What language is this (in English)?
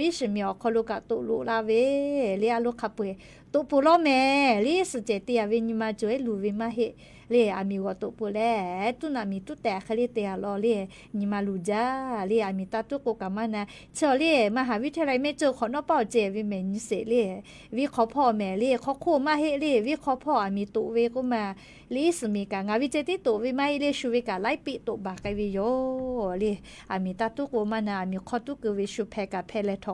Lahu